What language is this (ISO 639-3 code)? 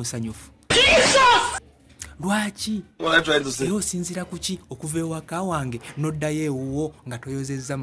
lug